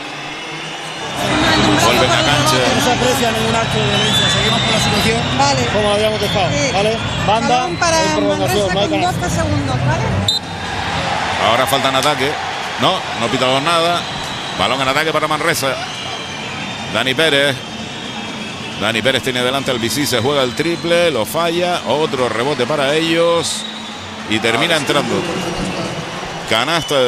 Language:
Spanish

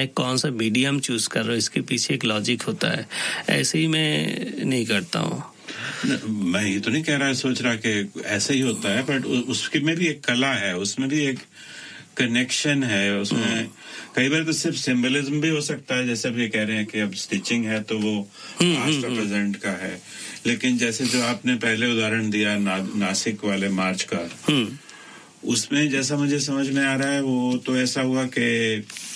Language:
Hindi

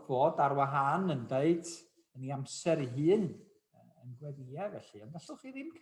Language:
Welsh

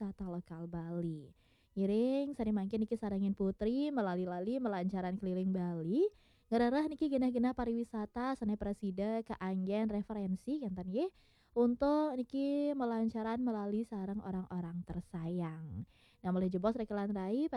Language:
Balinese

